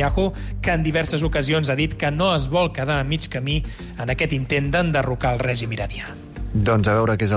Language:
Catalan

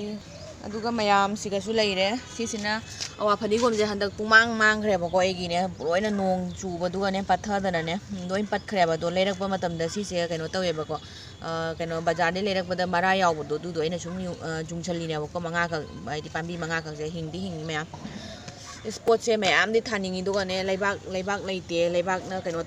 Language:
Manipuri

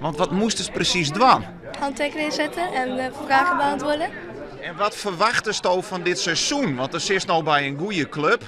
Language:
Western Frisian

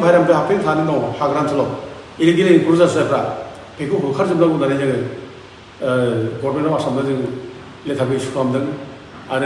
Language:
Bodo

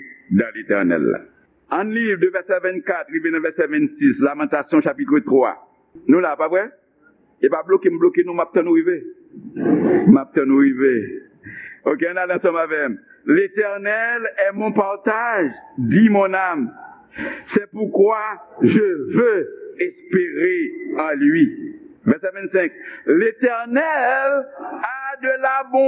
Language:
Haitian Creole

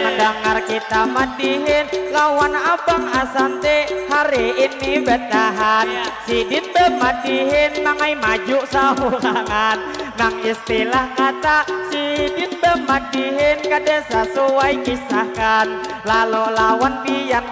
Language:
Banjar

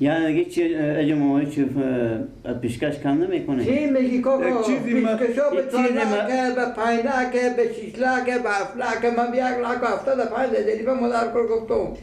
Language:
Persian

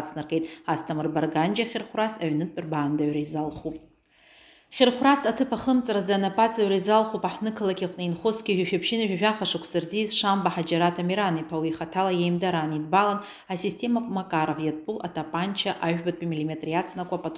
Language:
Abkhazian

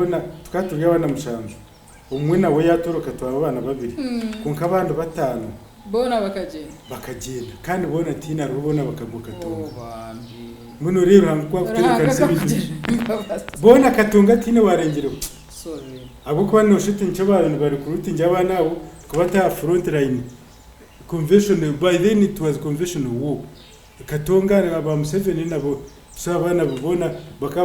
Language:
Nyankole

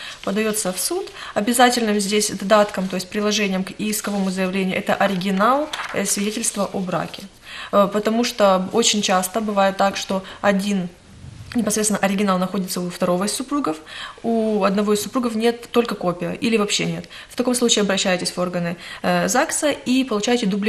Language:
Russian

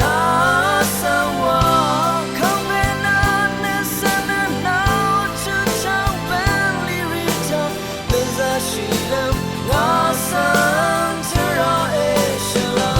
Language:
Rawang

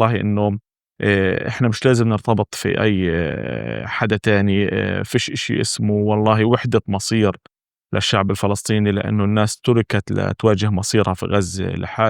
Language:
North Levantine Arabic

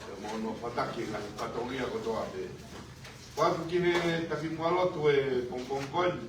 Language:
Tongan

